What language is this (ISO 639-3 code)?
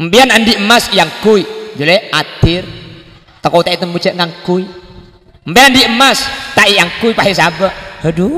mad